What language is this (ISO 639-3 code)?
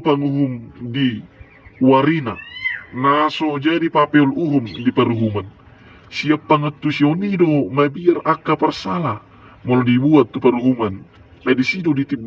bbc